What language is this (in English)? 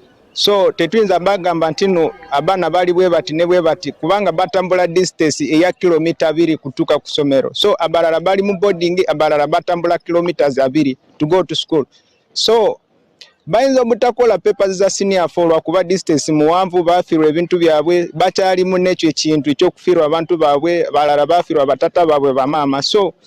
Ganda